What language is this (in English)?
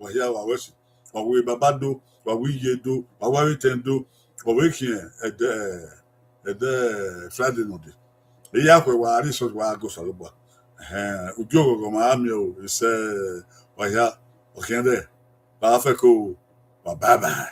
Bini